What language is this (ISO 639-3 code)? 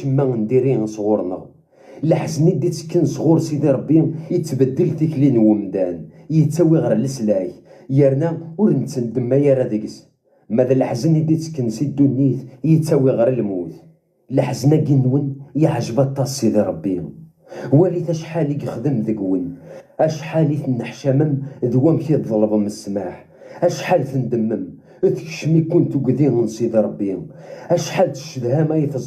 kab